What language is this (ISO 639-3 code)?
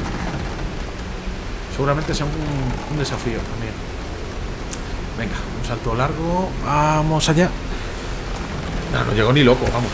spa